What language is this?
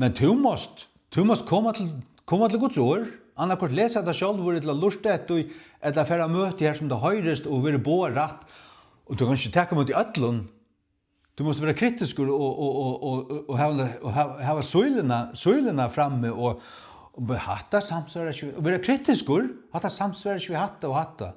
Faroese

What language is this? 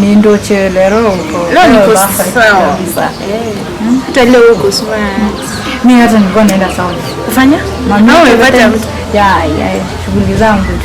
Gusii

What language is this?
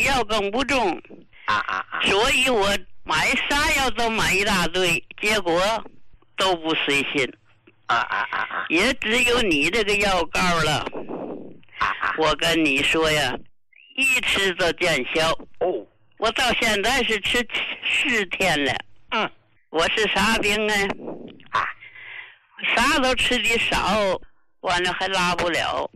Chinese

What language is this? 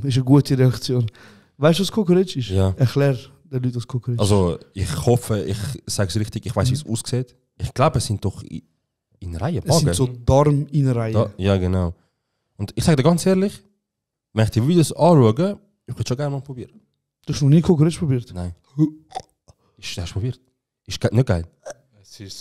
Swiss German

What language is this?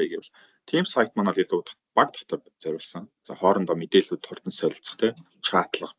Mongolian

